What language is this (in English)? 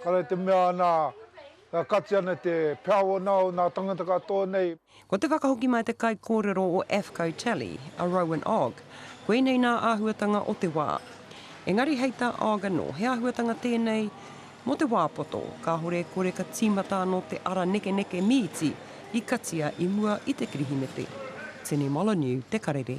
Māori